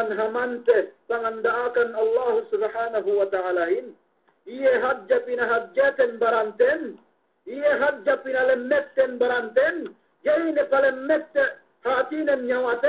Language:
Yakan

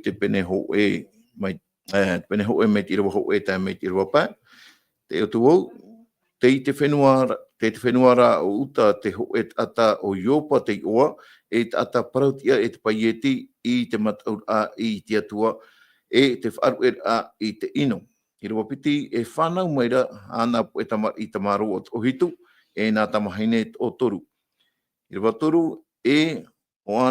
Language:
Tahitian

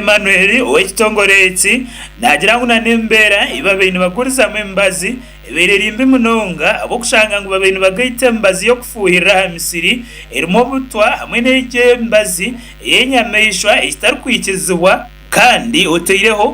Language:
Nyankole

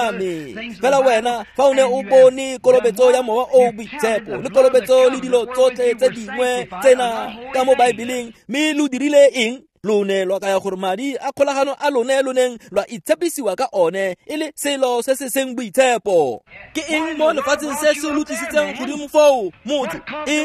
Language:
Tswana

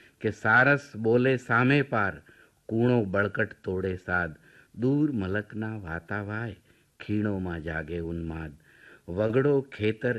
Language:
Gujarati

